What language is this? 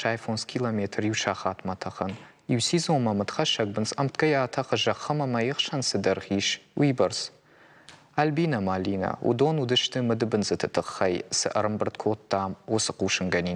Ossetic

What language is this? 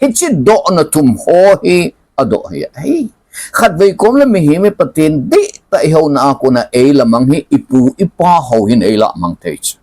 Thado Chin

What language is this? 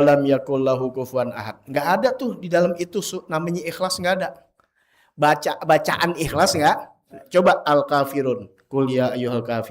Betawi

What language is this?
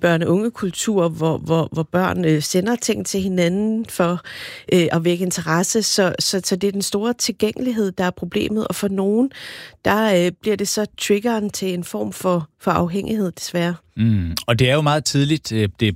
Danish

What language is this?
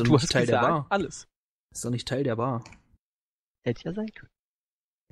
German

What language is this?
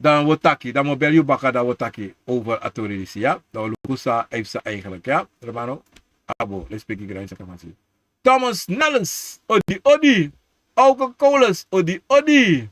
Sranan Tongo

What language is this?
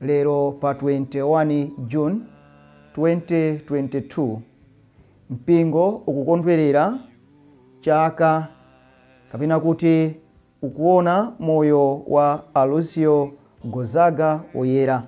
Nyanja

